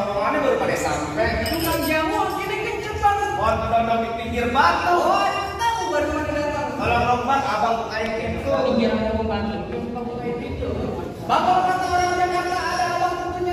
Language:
Betawi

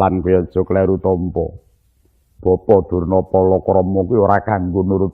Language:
Javanese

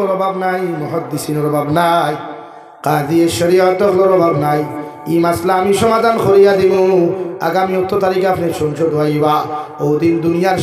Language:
Sylheti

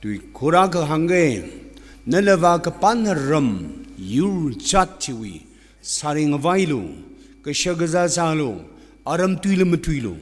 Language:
Tangkhul Naga (India)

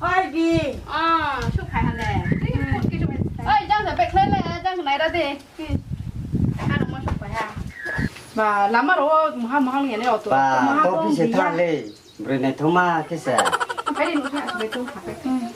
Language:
Riang (India)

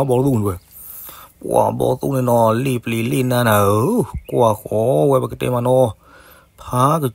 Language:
S'gaw Karen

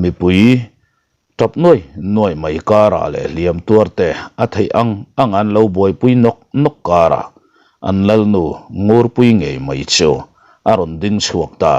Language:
Mizo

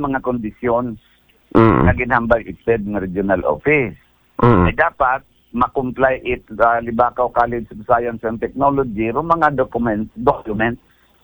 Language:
Aklanon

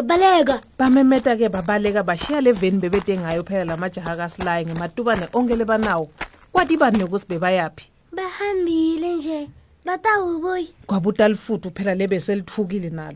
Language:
Swati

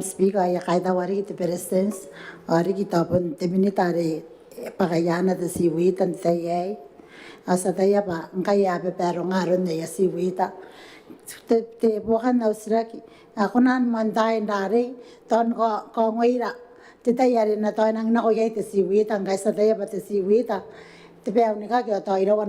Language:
Gilbertese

